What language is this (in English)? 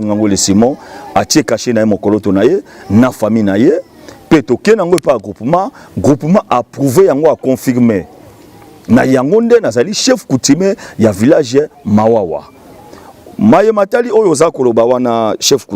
Lingala